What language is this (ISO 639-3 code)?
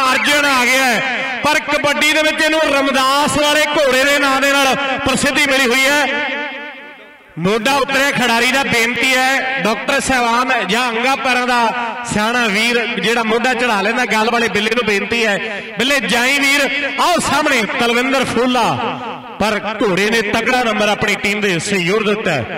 pan